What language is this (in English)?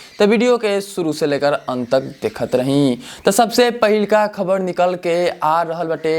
Bhojpuri